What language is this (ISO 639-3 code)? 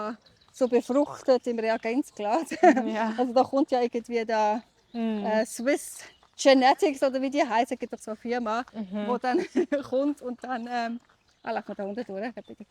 gsw